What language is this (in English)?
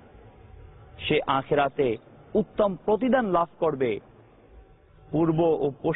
Bangla